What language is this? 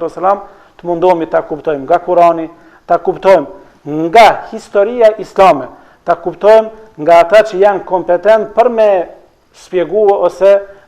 Albanian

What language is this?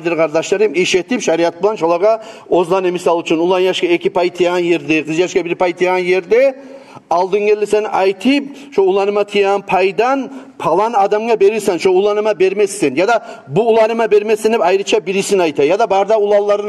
Kumyk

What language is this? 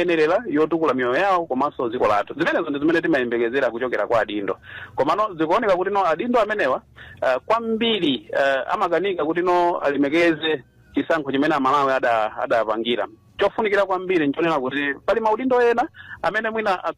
Nyanja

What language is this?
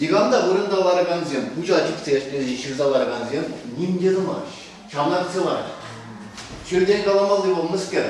Chuvash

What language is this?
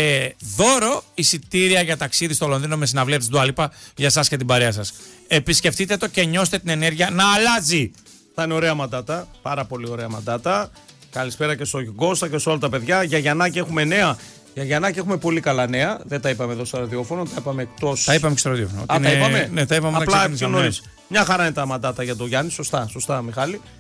Greek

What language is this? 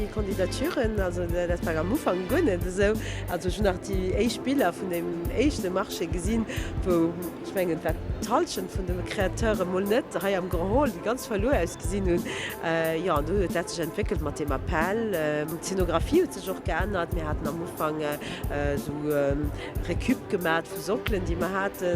Luxembourgish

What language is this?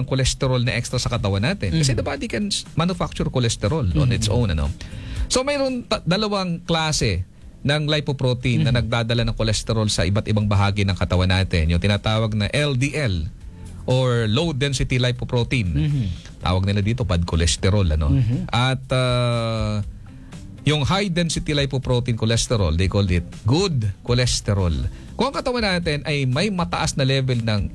Filipino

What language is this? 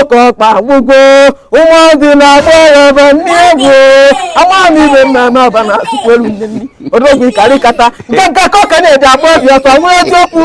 Igbo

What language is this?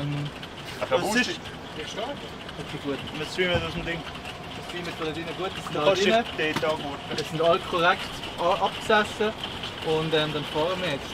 Swiss German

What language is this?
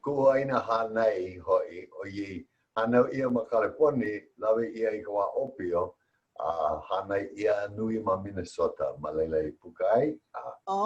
Hawaiian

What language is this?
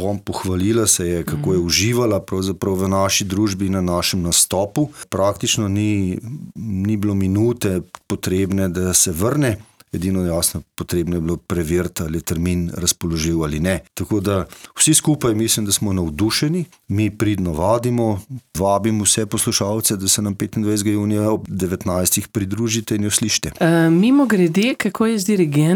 Slovenian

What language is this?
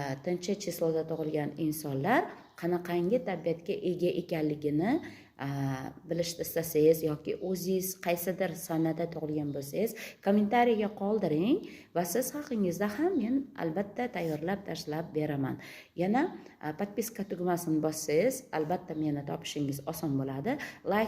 Uzbek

